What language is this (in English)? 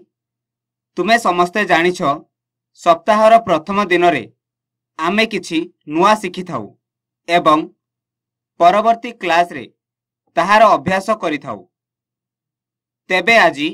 Odia